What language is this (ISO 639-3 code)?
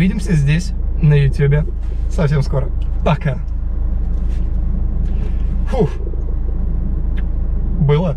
rus